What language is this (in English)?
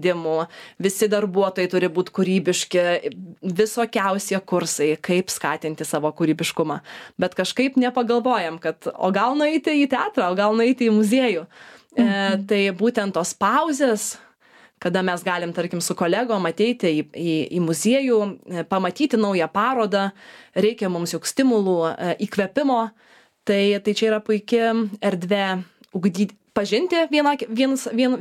Lithuanian